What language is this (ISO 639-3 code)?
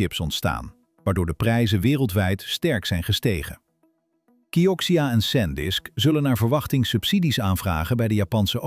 nld